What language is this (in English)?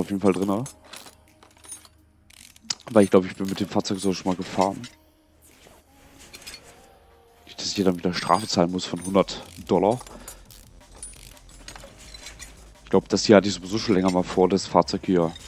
German